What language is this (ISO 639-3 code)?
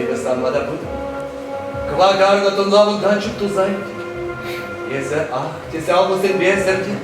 chv